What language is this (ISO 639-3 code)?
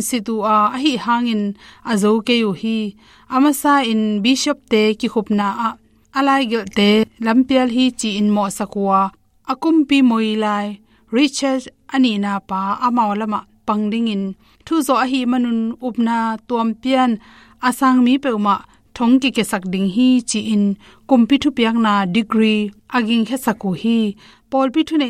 ctd